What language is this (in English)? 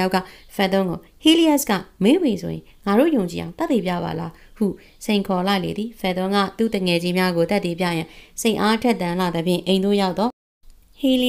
Burmese